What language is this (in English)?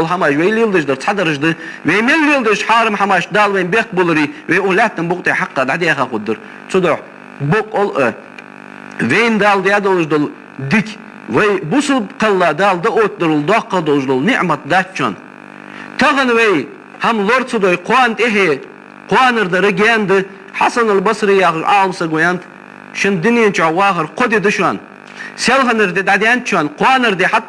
Ingush